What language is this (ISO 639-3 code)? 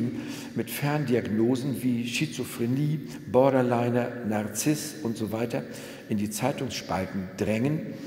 deu